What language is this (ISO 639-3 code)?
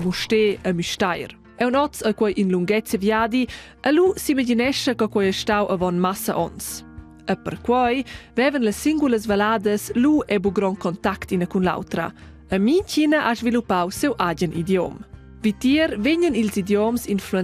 roh